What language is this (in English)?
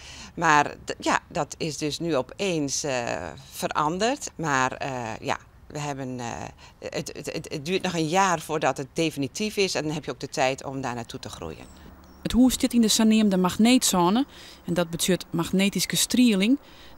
Western Frisian